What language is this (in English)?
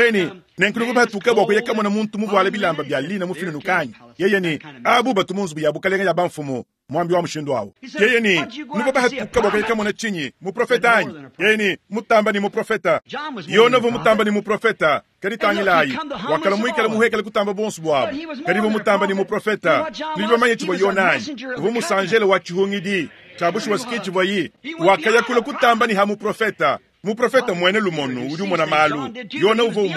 Luba-Lulua